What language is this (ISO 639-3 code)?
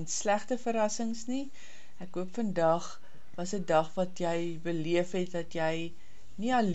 afr